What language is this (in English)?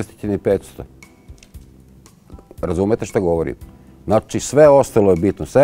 Serbian